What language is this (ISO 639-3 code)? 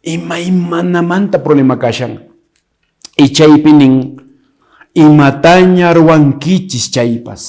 que